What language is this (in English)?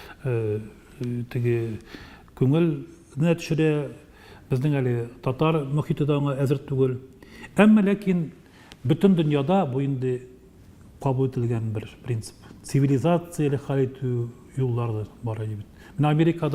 Tatar